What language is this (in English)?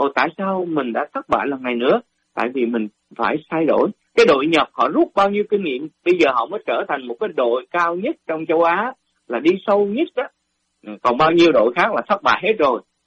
Vietnamese